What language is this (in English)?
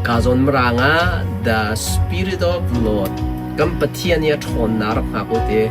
Hakha Chin